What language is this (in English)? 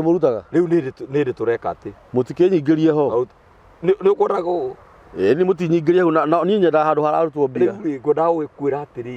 Kikuyu